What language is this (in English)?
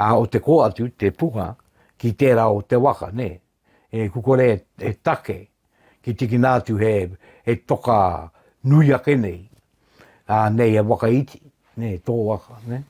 Māori